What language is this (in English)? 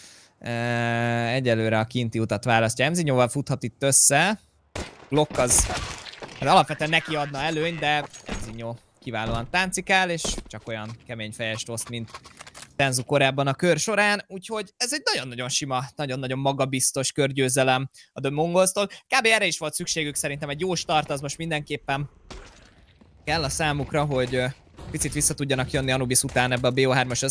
Hungarian